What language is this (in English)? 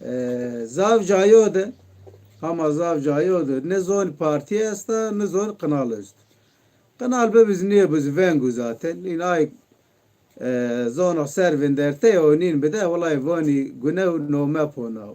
Zaza